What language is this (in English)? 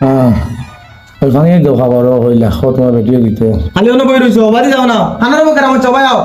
Sylheti